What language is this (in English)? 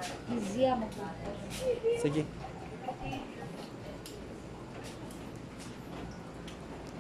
Filipino